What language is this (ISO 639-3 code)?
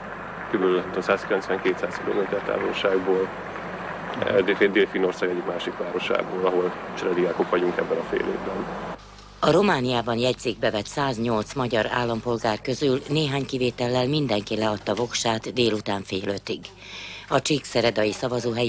hun